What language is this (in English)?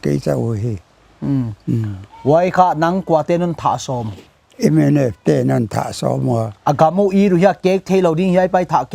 Paite Chin